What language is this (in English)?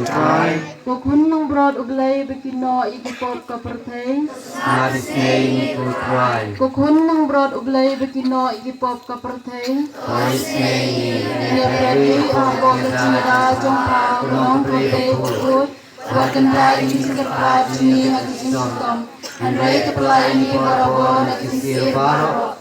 Khasi